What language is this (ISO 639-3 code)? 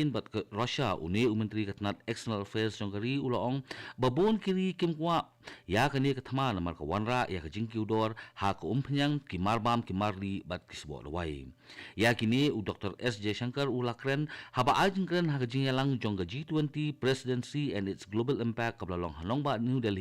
kha